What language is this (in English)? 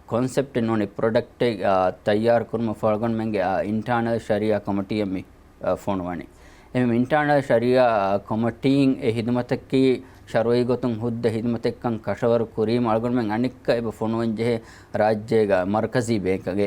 Divehi